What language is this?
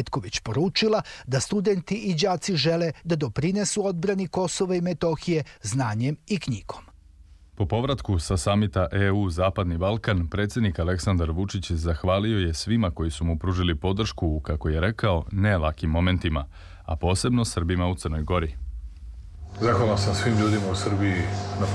Serbian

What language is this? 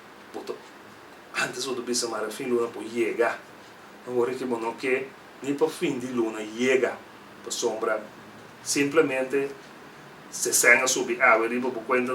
Papiamento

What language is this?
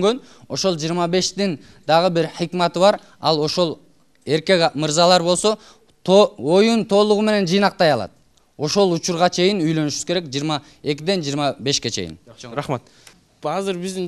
Kyrgyz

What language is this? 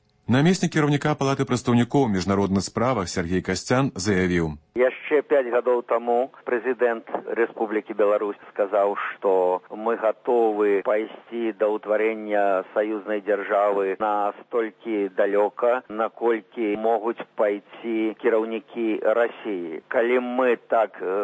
Belarusian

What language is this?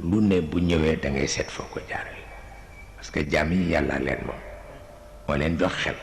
Wolof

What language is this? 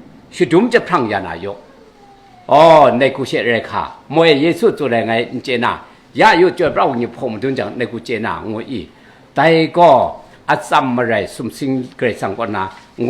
Kachin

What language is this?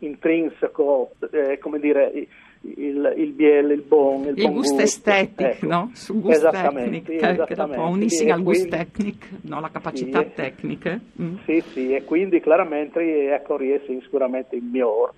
Friulian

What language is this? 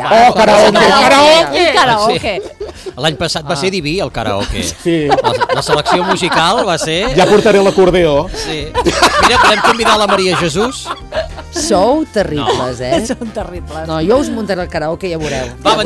Catalan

